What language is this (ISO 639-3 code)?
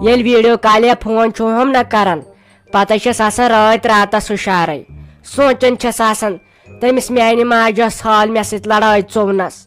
kas